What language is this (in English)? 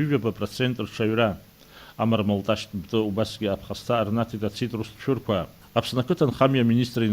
Abkhazian